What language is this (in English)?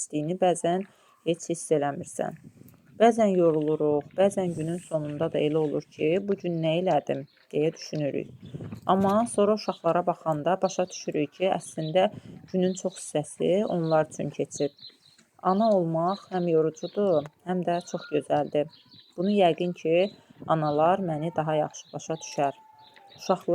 Azerbaijani